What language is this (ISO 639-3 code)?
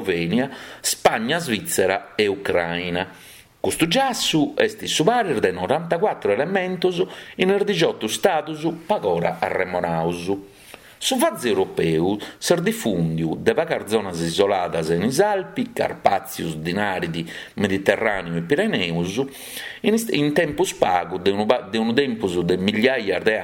srd